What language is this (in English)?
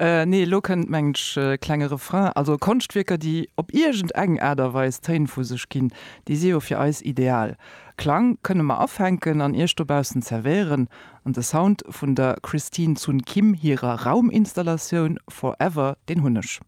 Luxembourgish